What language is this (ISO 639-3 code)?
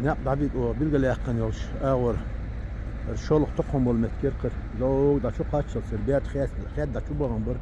che